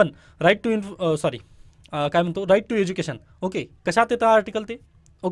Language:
Marathi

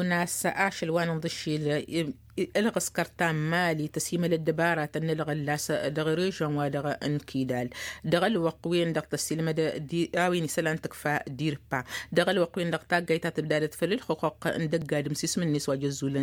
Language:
Tamasheq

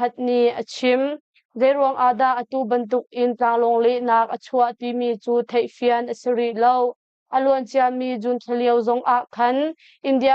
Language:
Hakha Chin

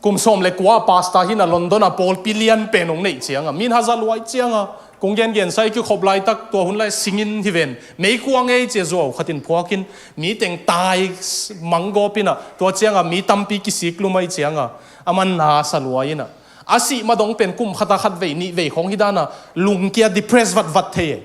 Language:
Tedim Chin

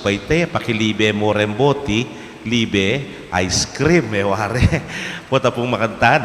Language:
Pampanga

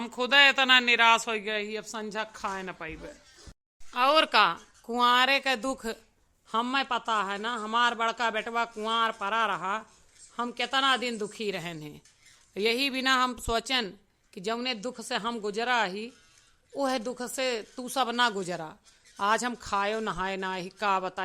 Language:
Awadhi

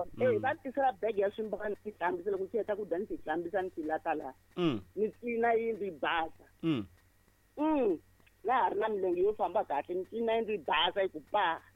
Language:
Tsonga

